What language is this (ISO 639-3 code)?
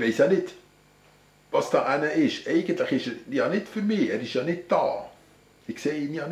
gsw